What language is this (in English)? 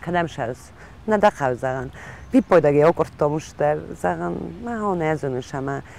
Ossetic